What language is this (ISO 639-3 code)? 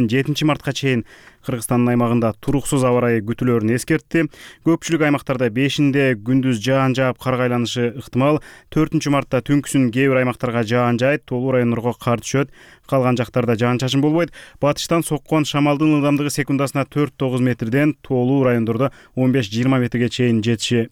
kir